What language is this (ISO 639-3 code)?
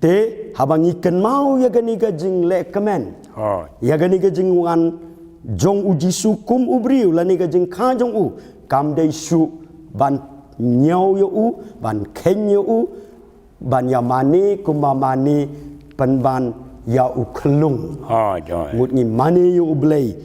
kha